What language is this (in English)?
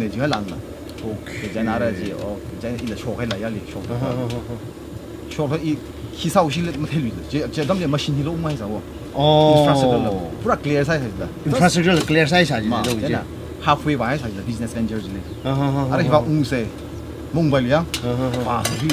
Tangkhul Naga (India)